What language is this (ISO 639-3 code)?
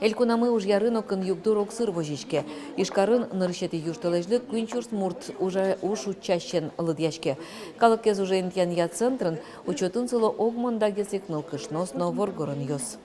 udm